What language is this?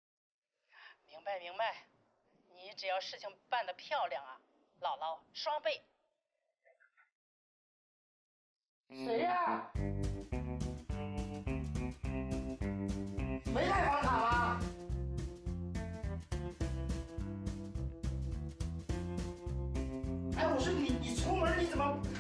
Chinese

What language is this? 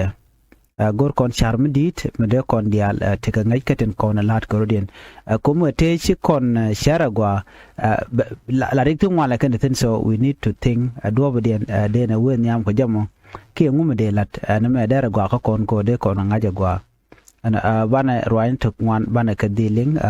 Nuer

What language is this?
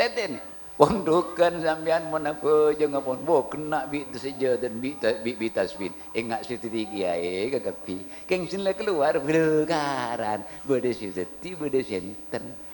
Madurese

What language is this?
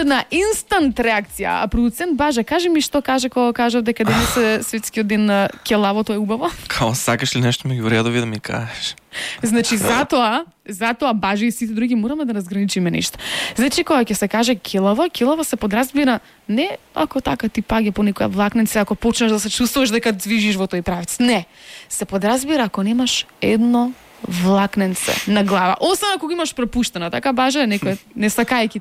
Macedonian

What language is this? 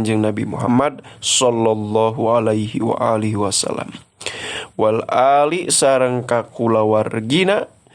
Sundanese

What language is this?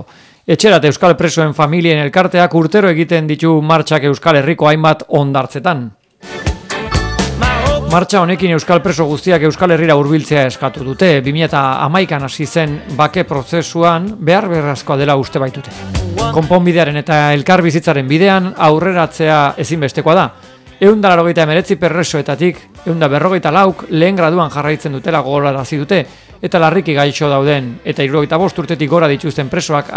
Basque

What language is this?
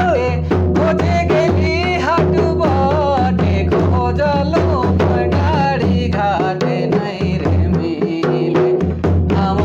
Sadri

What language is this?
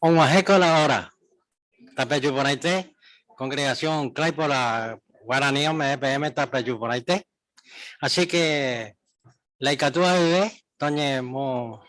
Guarani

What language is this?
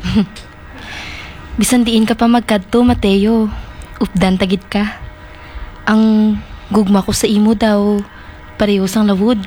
Hiligaynon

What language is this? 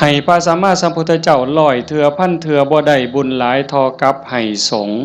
Northeastern Thai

